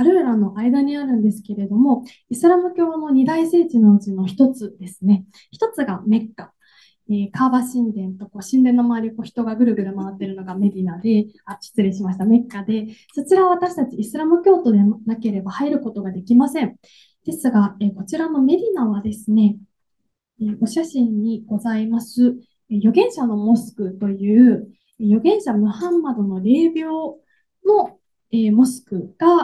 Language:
Japanese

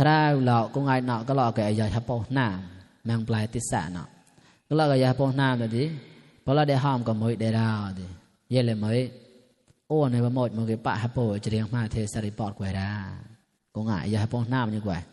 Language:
Mon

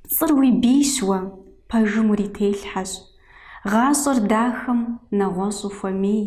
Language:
Kabardian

